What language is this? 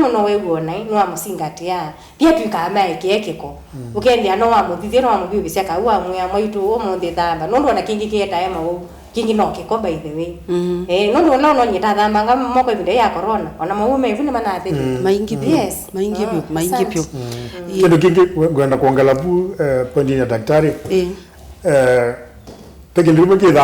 Kamba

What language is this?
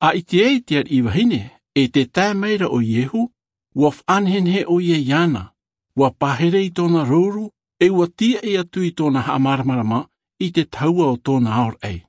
Albanian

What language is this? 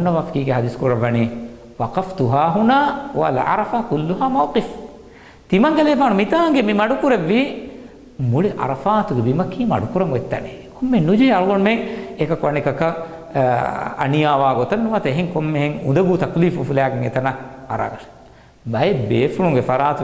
Divehi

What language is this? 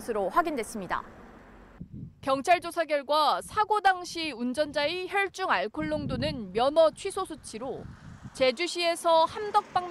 Korean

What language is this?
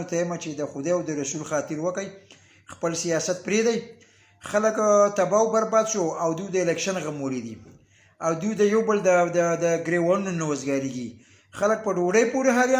Pashto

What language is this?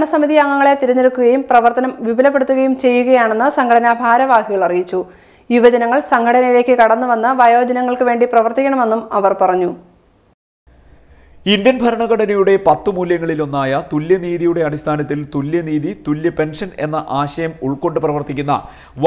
Malayalam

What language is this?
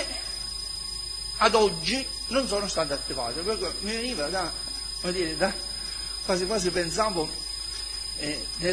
Italian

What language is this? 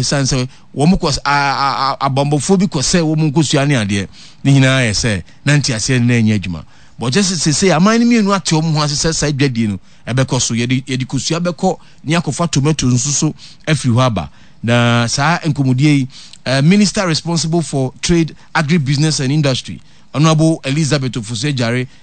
Akan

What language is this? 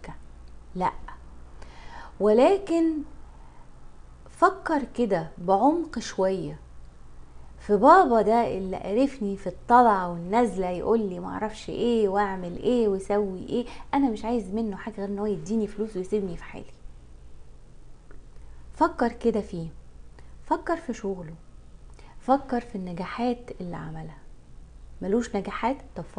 Egyptian Arabic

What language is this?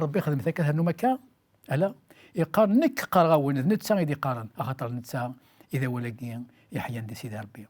Kabyle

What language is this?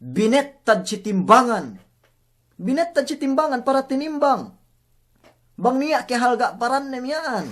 Yakan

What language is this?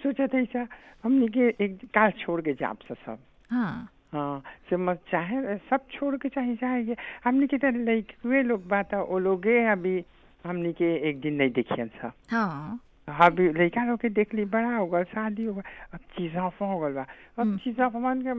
Bhojpuri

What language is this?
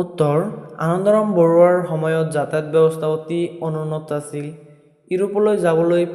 Assamese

